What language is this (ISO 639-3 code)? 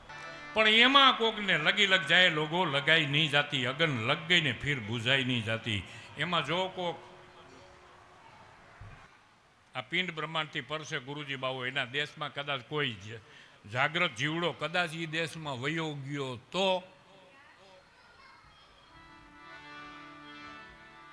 guj